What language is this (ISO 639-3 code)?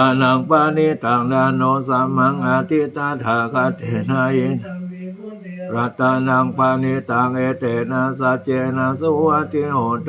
pli